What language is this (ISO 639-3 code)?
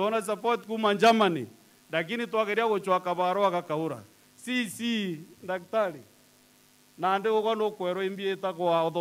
mer